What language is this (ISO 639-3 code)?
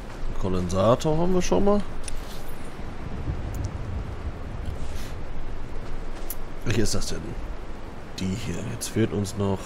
deu